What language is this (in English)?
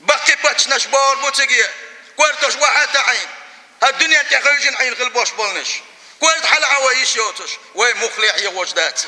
Chechen